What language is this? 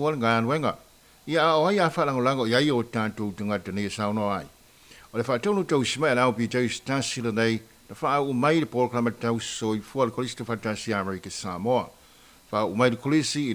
Samoan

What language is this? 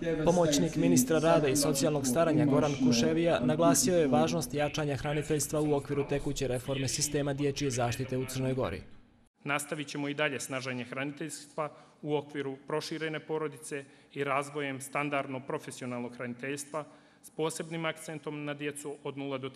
Bosnian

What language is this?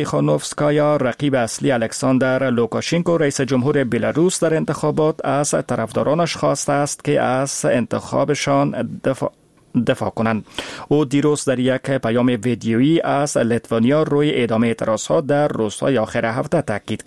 Persian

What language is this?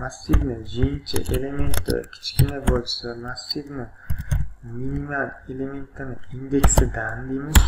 Uzbek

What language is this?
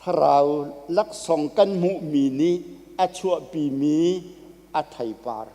Hakha Chin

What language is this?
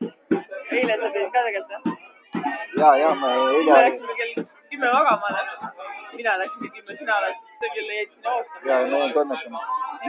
Estonian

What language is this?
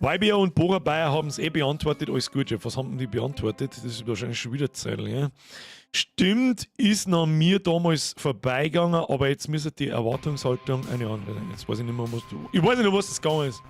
Bavarian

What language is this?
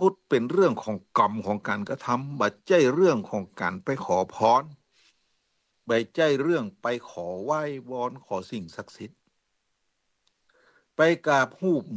Thai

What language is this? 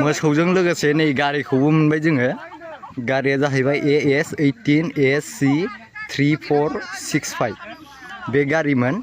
Bodo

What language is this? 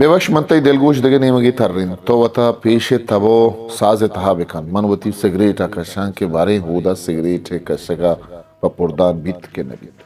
Eastern Balochi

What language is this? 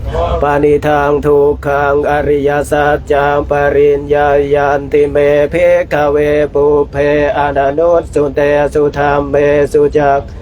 Pali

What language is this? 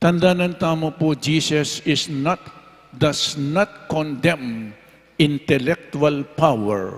Pampanga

